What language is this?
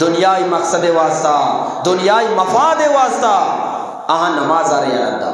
Eastern Balochi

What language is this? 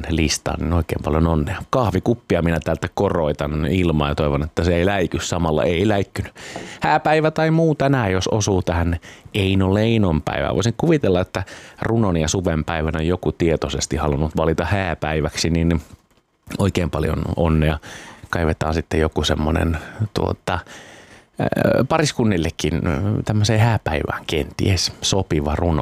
Finnish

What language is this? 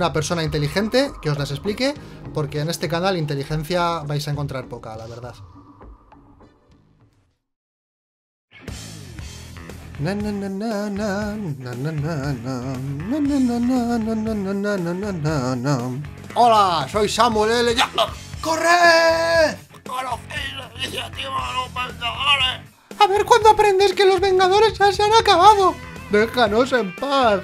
Spanish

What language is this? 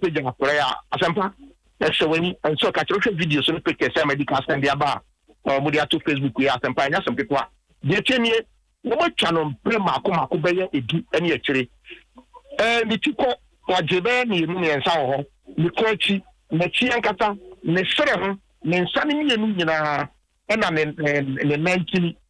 Akan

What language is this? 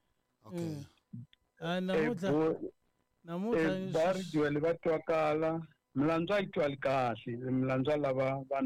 Tsonga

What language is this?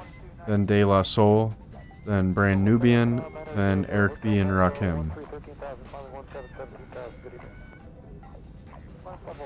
English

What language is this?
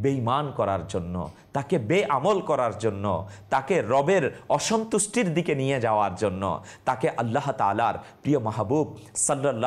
Bangla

